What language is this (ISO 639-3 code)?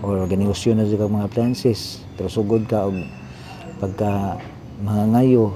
ceb